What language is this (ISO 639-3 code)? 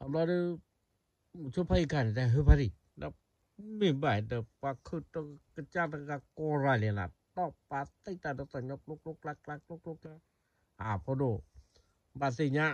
ksw